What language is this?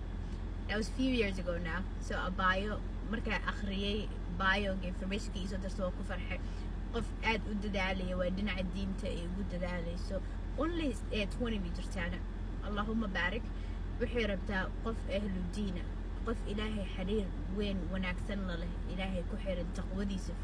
Somali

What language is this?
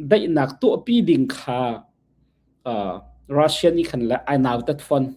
Hakha Chin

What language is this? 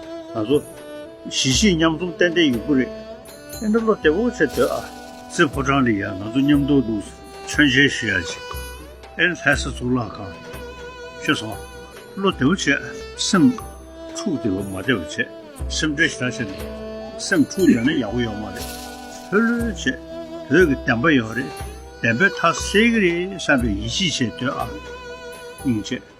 Tibetan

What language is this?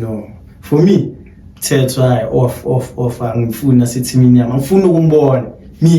Zulu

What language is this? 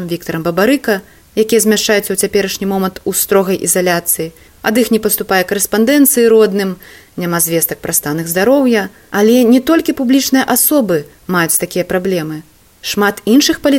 Belarusian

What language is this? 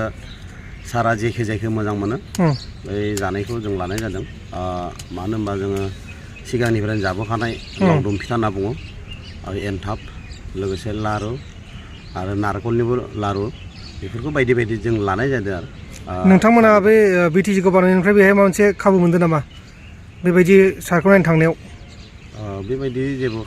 Bodo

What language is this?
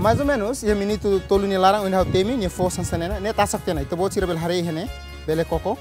Tetum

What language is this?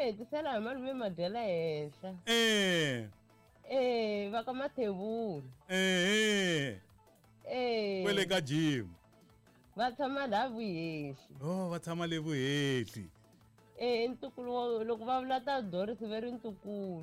Tsonga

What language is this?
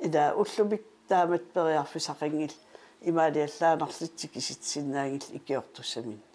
Kalaallisut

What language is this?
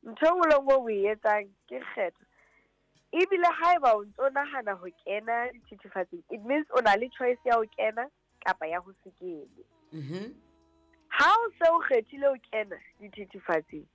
Southern Sotho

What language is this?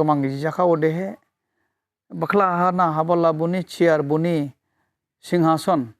Dimasa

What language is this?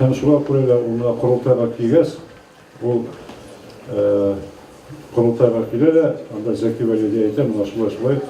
Bashkir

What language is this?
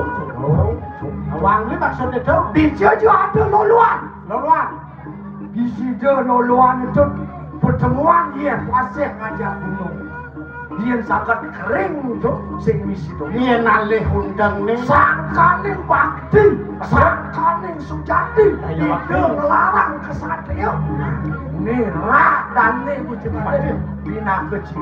Balinese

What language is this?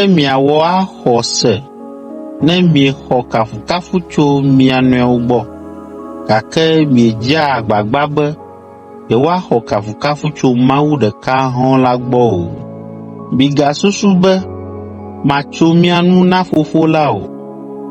Ewe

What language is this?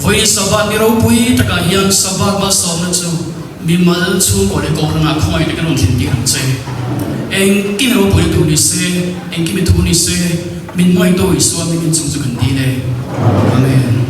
Mizo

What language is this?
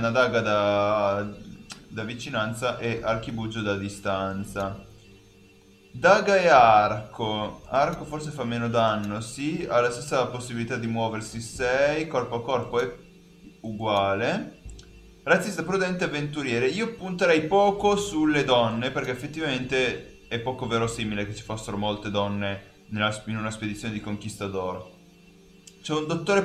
Italian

